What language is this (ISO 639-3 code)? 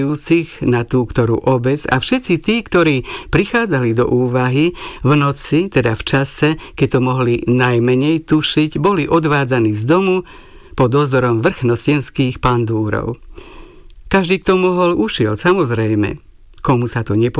slk